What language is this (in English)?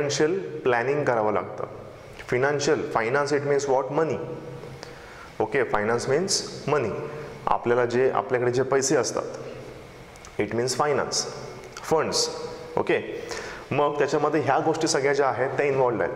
Marathi